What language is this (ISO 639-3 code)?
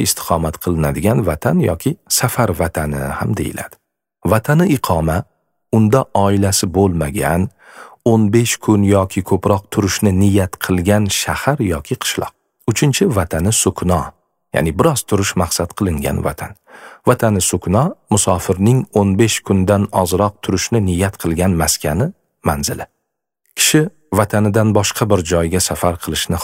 uzb